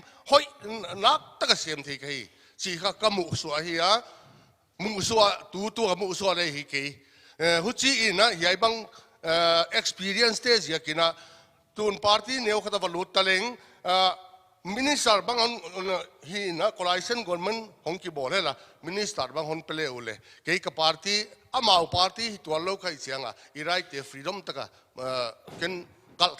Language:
Paite Chin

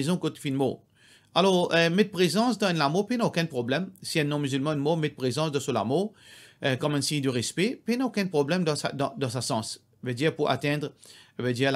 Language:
Morisyen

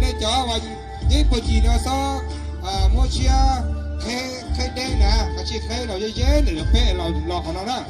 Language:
Hmong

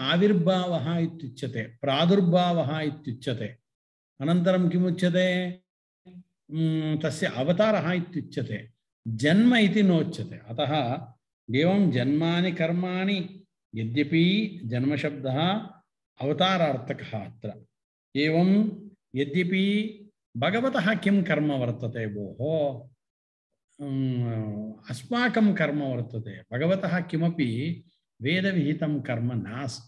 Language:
Sanskrit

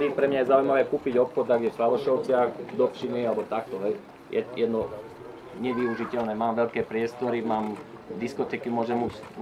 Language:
Slovak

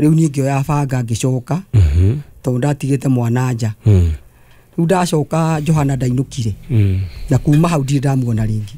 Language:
Kikuyu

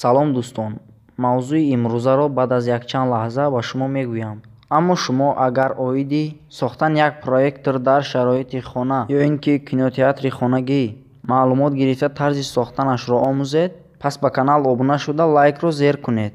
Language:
Tajik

